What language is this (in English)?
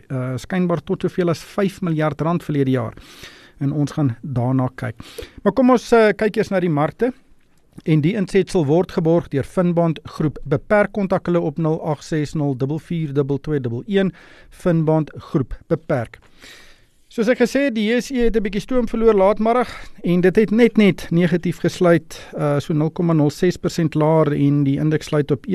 Afrikaans